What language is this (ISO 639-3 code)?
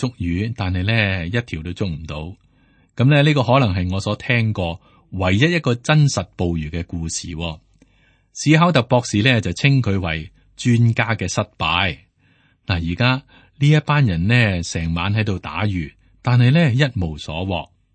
yue